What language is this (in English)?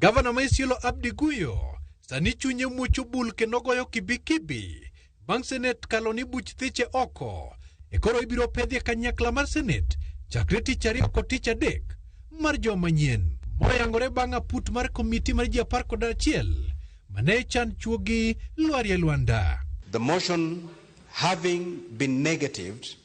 Luo (Kenya and Tanzania)